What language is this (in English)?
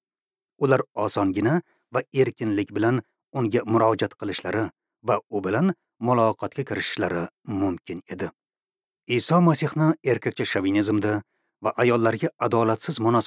Uzbek